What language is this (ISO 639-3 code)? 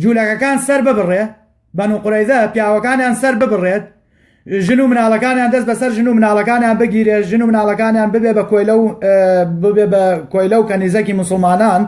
ckb